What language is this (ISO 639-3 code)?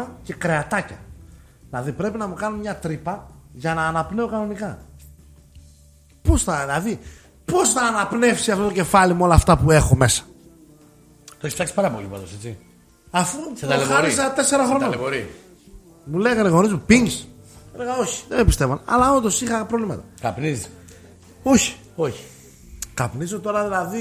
ell